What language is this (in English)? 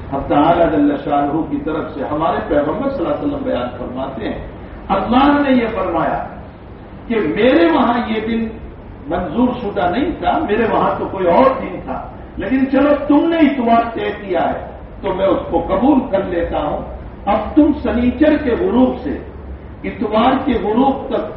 Urdu